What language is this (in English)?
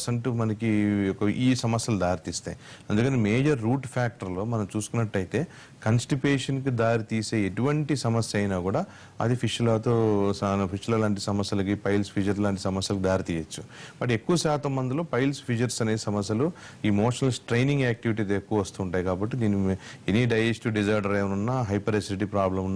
Telugu